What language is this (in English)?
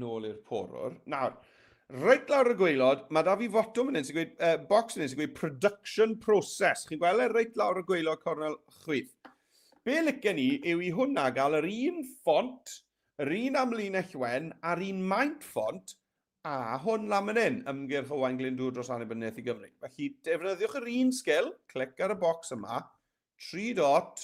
Welsh